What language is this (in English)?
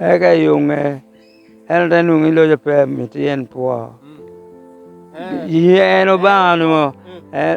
Lango (Uganda)